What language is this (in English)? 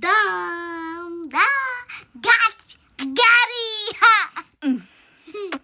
Haitian Creole